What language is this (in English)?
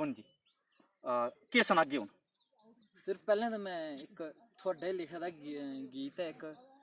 Dogri